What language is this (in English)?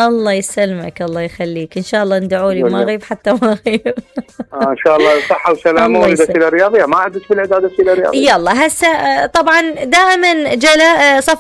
Mesopotamian Arabic